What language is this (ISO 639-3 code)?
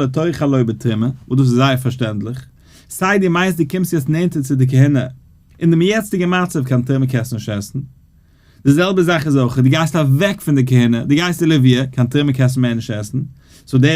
yid